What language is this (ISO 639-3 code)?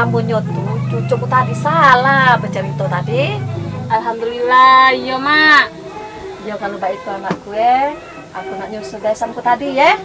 mui